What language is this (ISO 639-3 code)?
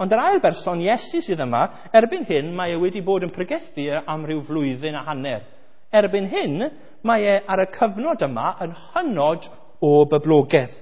cym